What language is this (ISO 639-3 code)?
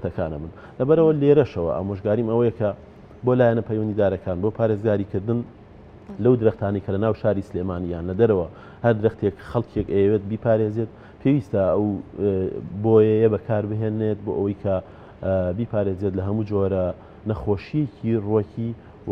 ckb